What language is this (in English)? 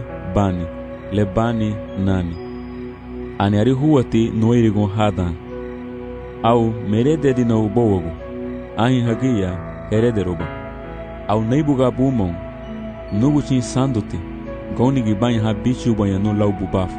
Garifuna